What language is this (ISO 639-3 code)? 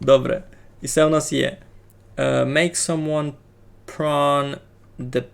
rue